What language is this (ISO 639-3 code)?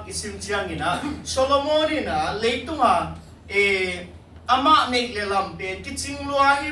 ctd